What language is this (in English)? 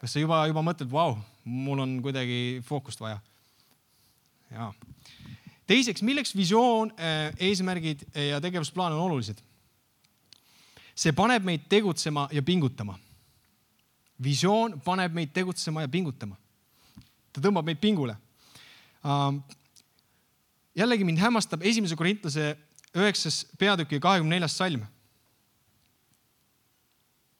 Estonian